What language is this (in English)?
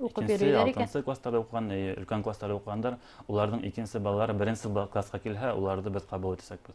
Bashkir